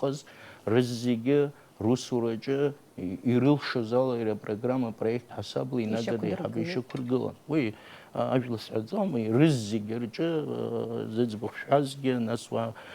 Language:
Abkhazian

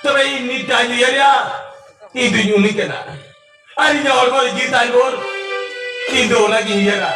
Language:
Santali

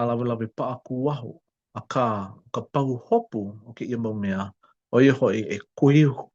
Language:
Hawaiian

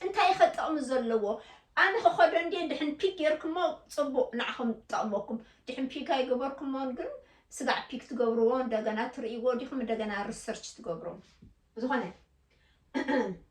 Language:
Tigrinya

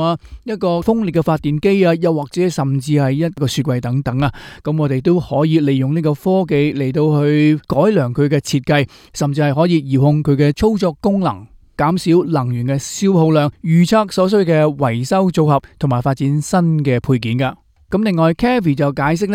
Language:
Cantonese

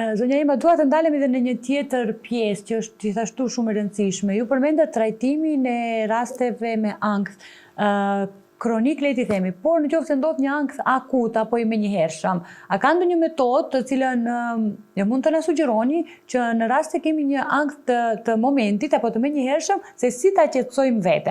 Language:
Albanian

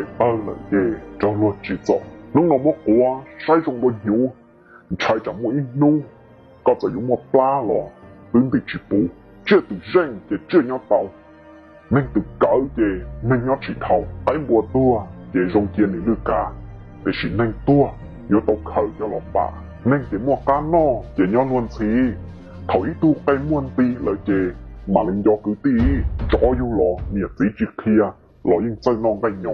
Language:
Hmong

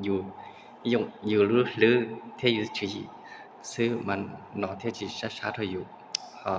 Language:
Hmong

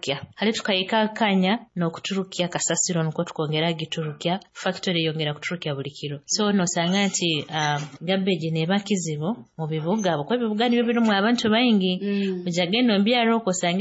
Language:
Nyoro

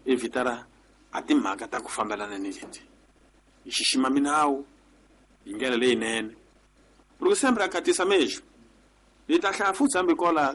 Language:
Tsonga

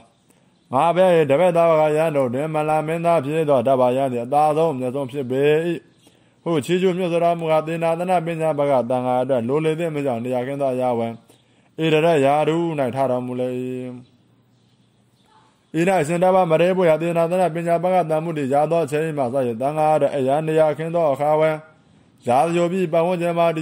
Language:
Burmese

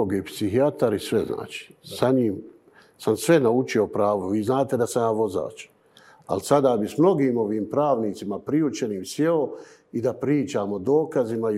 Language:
Bosnian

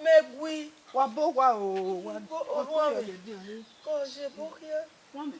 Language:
Bini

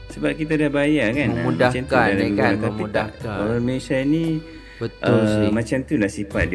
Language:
Malay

